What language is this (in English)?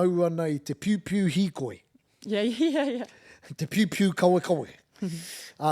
Māori